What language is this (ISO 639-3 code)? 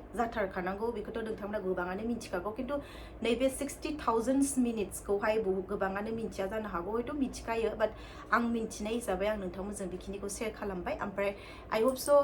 brx